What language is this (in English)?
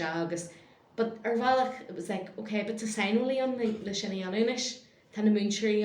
Irish